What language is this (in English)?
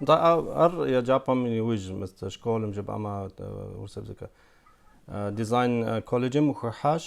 Kabardian